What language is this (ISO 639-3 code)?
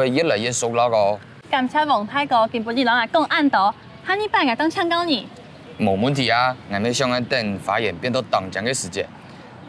hak